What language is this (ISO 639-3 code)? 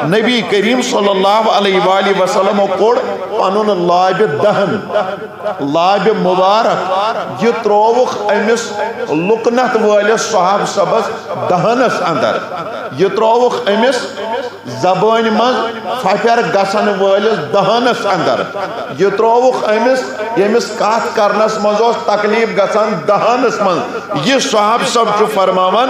kas